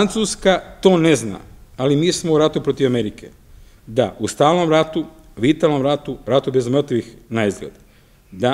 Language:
Serbian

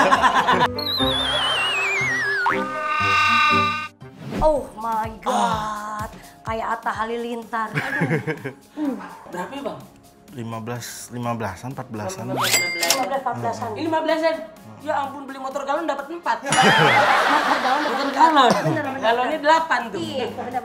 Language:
Indonesian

